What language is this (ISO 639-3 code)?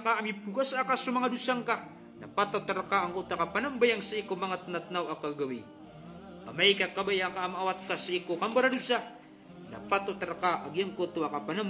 mrw